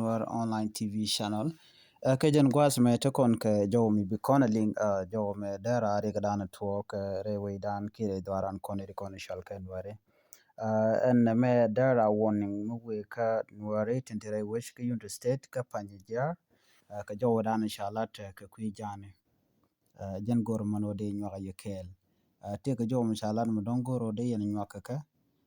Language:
Nuer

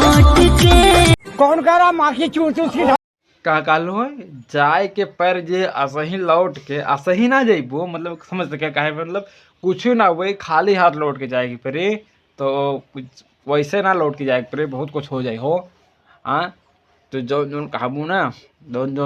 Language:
Bhojpuri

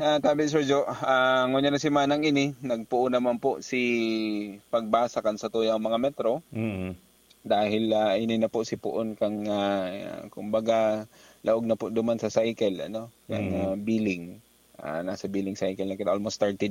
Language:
Bikol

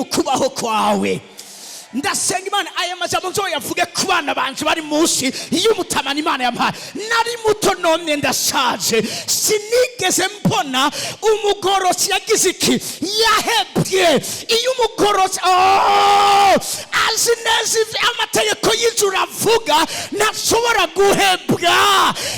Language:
Rundi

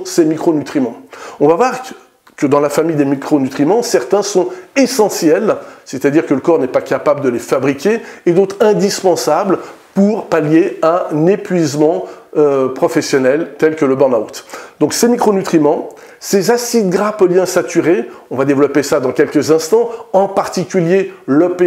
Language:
French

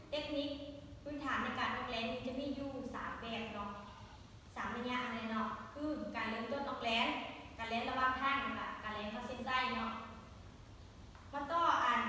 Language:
Lao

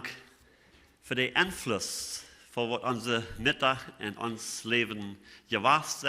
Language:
Plautdietsch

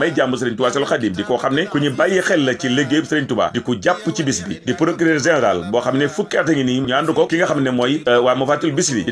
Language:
Wolof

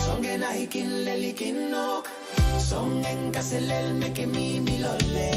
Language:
Pohnpeian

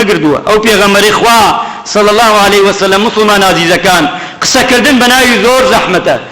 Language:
Central Kurdish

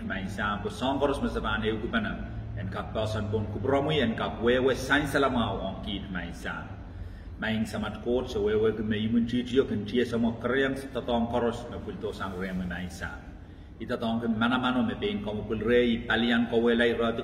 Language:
Pohnpeian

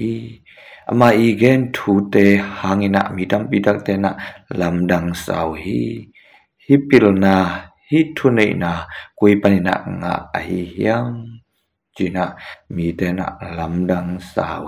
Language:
Tedim Chin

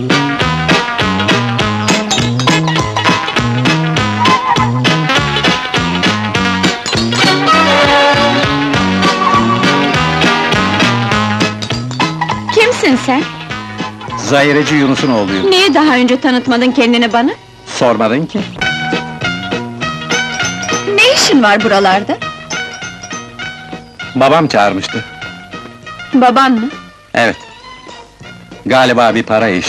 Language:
Turkish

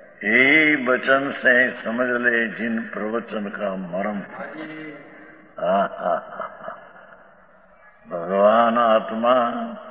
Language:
Gujarati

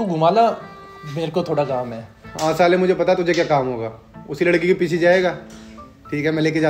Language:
Hindi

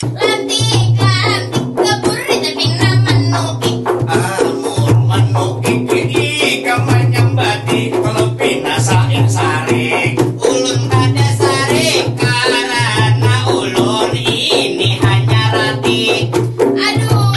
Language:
Banjar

